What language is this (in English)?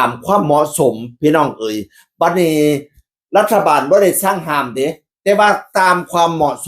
Northeastern Thai